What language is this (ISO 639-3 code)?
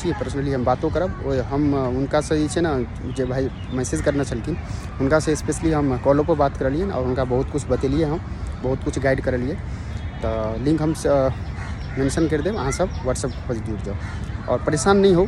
mai